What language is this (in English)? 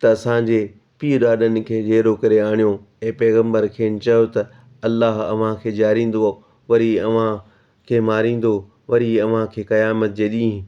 Sindhi